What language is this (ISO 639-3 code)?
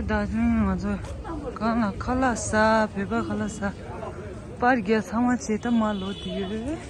bod